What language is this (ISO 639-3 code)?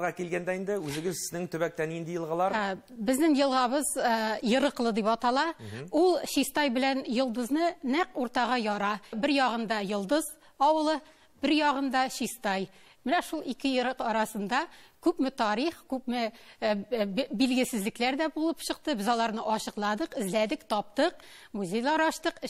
tat